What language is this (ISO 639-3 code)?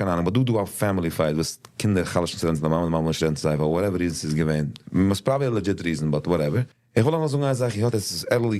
yid